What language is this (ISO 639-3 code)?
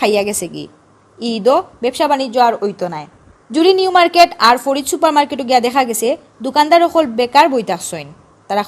syl